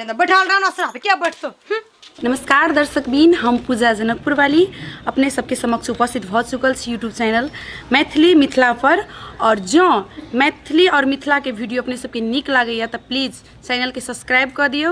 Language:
Maithili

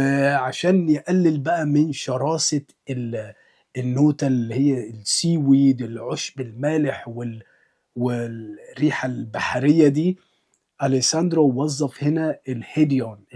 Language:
Egyptian Arabic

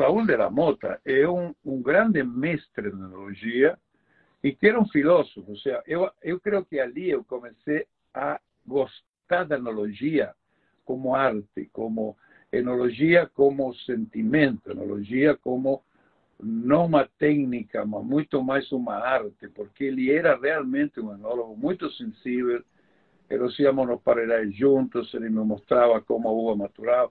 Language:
Portuguese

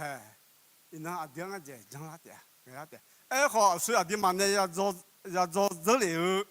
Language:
Akha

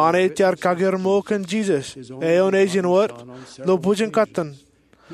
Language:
Marshallese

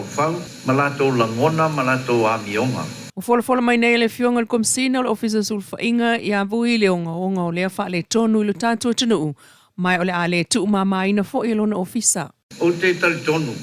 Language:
Samoan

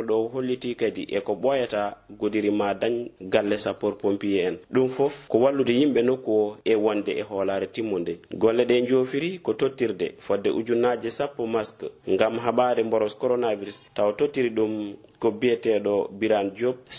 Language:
Fula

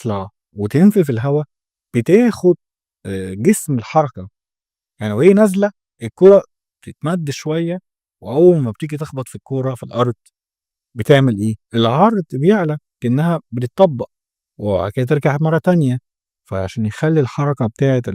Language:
Egyptian Arabic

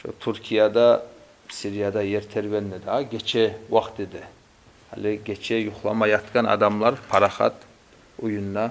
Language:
Kumyk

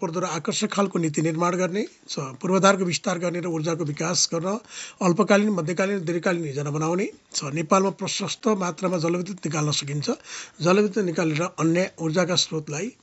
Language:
Nepali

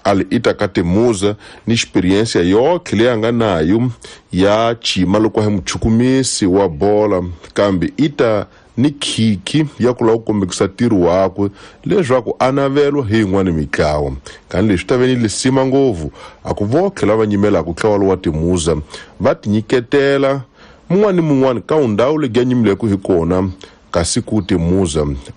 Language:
Tsonga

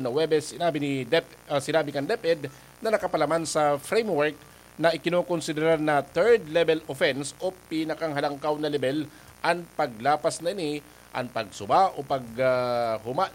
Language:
Bikol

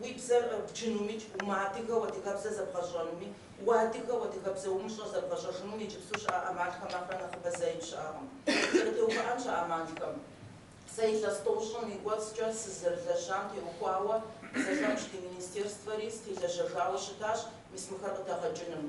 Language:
Kabardian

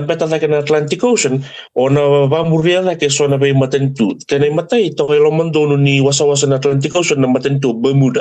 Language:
Fijian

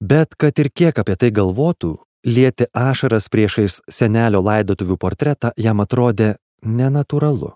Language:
Lithuanian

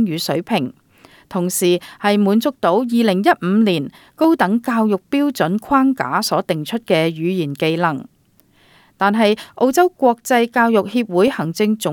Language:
Cantonese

